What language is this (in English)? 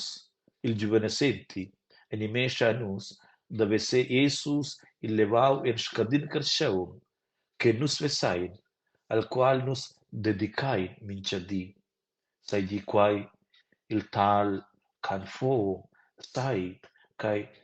Romansh